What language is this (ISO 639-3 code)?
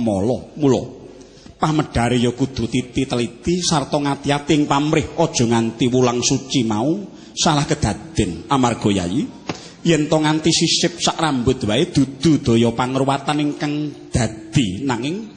jav